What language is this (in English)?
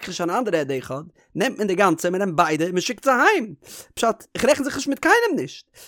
Yiddish